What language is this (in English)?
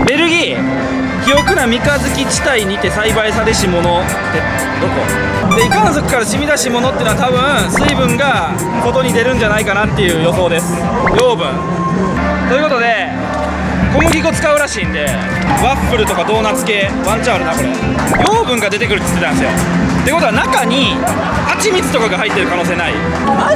Japanese